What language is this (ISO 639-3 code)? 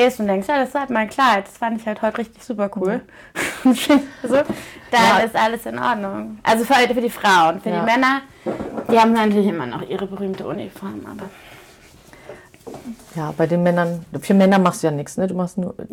deu